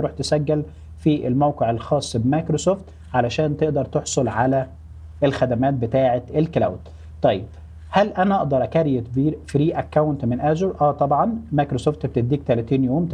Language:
Egyptian Arabic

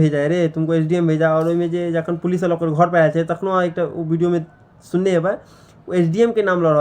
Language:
Maithili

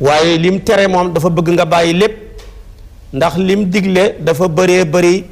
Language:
Wolof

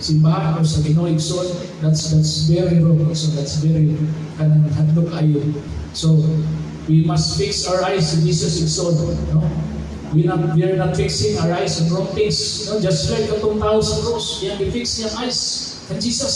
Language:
Cebuano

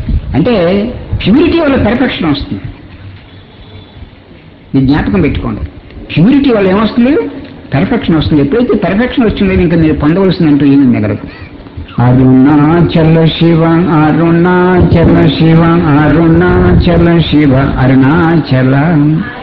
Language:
Telugu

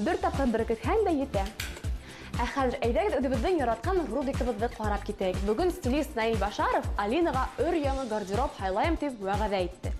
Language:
Bashkir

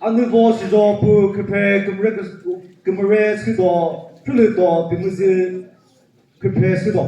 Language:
Chokri Naga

